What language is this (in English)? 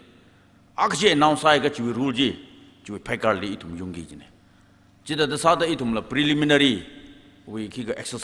Tangkhul Naga (India)